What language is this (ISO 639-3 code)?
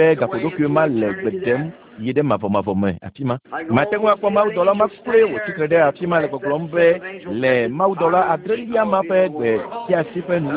ewe